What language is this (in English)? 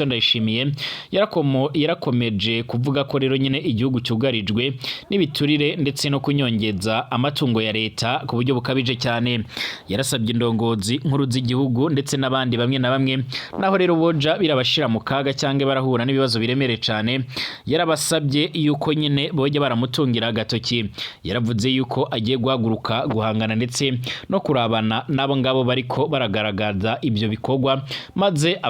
Rundi